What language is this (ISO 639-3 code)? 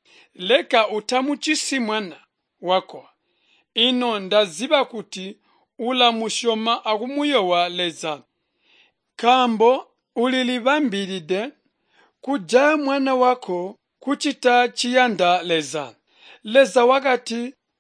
toi